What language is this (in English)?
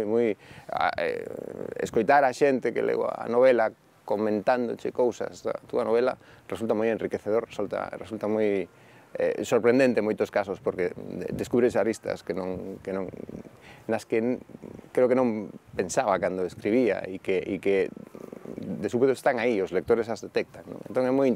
Galician